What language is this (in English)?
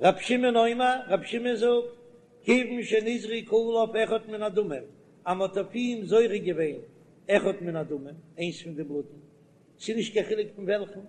Yiddish